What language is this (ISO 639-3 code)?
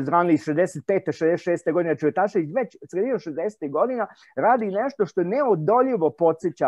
srp